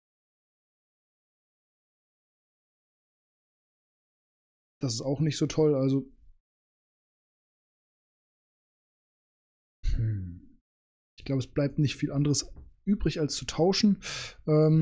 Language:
German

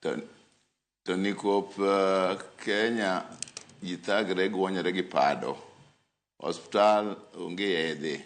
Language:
Luo (Kenya and Tanzania)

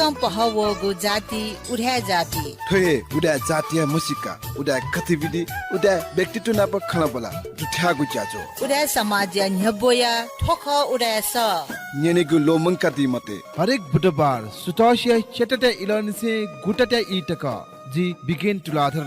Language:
Newari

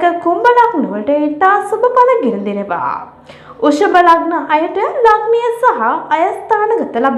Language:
Sinhala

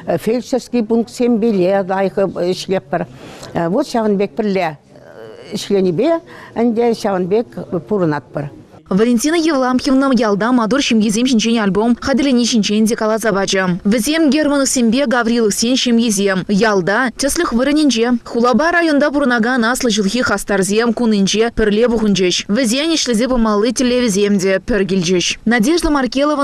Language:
Chuvash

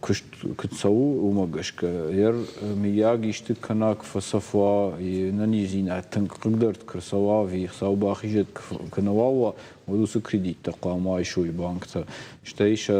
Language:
Ossetic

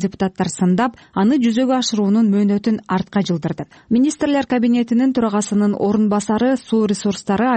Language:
Kyrgyz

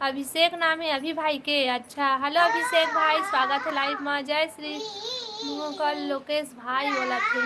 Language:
Chhattisgarhi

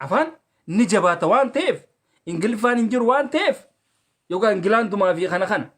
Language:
Oromo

